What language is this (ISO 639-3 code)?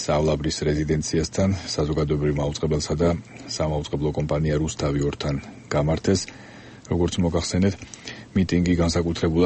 kat